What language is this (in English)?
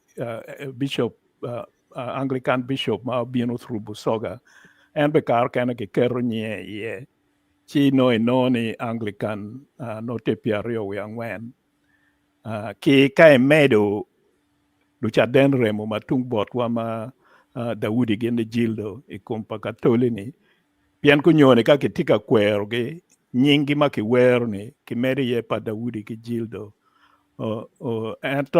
Acoli